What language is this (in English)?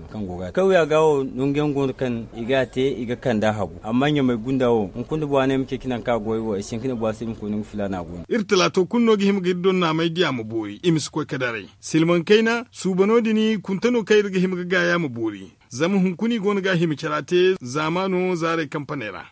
Zarma